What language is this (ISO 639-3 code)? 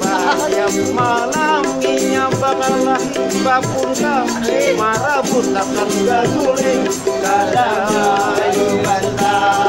bjn